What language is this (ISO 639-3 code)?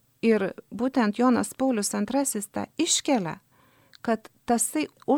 lit